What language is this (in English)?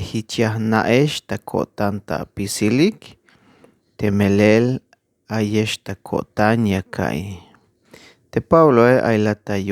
Tzeltal